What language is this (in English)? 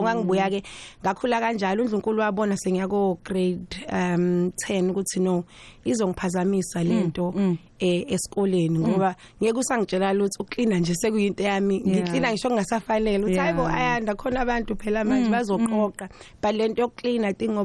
Zulu